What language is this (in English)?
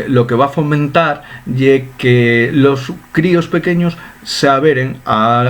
Asturian